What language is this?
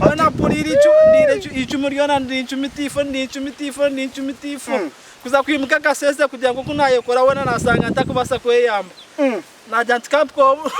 Nyankole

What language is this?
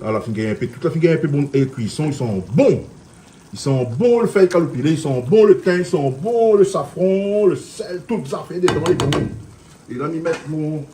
Réunion Creole French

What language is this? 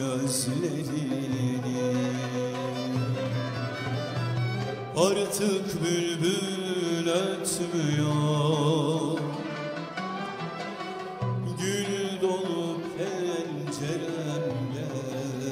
Turkish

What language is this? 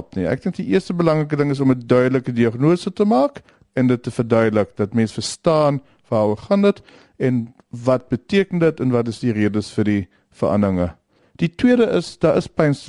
Afrikaans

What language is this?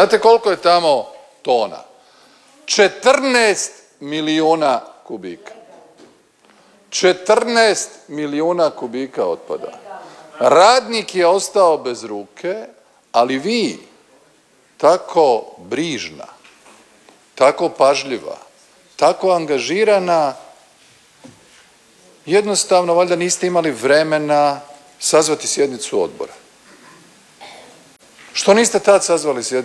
Croatian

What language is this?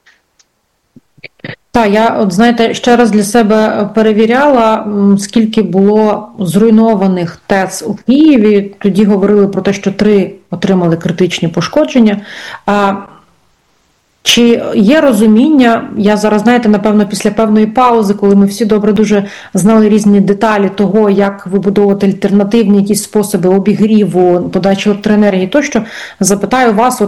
Ukrainian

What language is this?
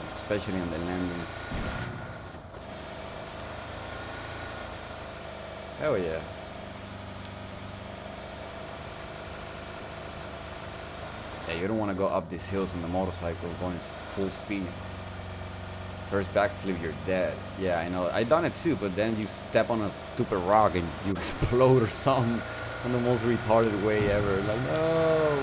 English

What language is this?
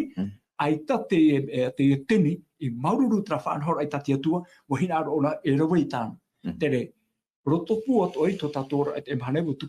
Tahitian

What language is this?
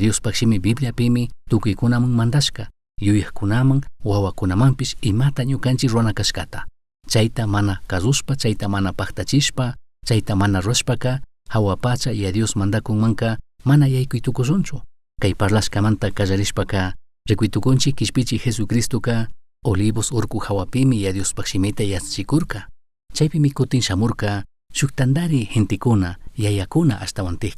Chimborazo Highland Quichua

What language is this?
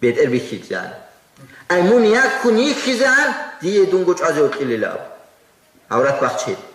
Avaric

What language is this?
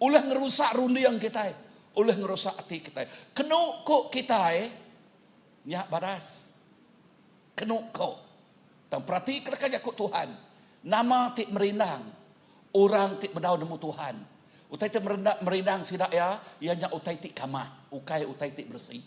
Iban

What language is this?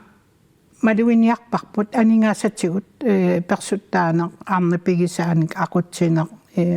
Kalaallisut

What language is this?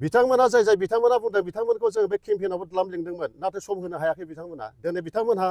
Bodo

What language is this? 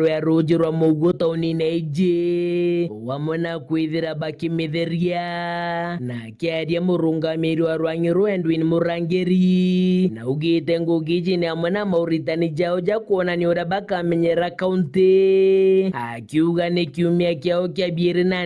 Meru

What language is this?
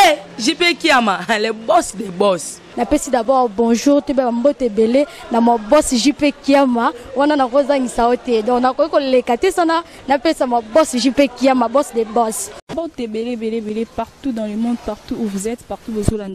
Lingala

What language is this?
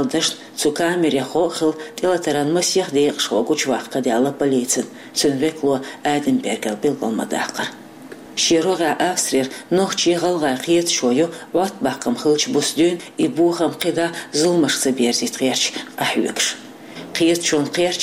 Chechen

